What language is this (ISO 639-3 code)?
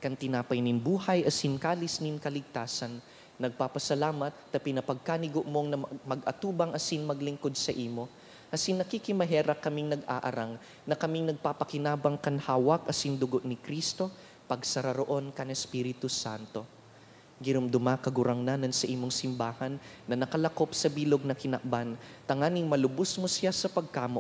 bik